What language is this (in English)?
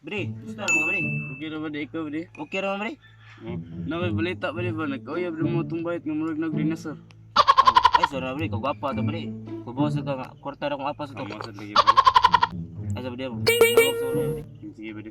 Cebuano